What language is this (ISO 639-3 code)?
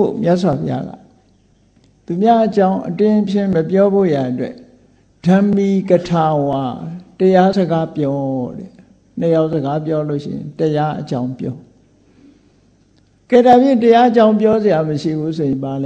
mya